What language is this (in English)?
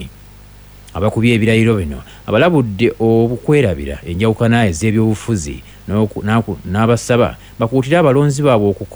Ganda